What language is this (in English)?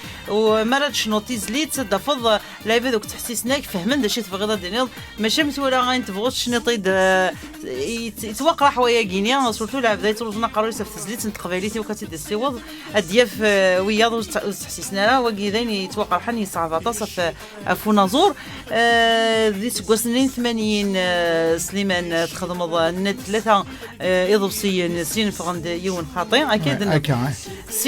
Kabyle